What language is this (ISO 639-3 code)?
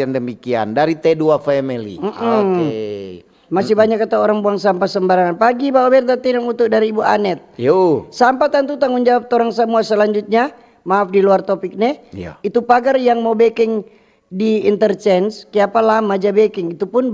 xmm